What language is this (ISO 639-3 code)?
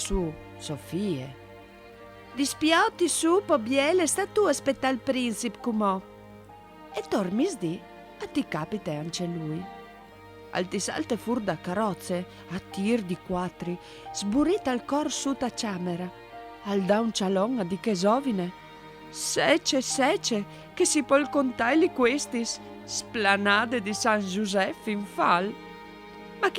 fur